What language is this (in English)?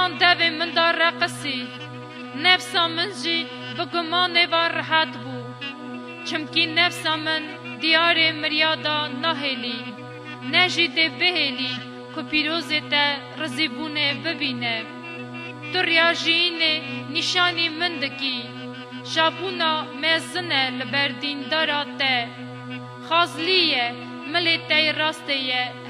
Kurdish